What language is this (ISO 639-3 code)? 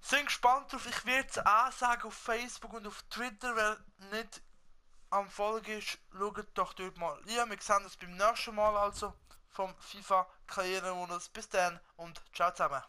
gsw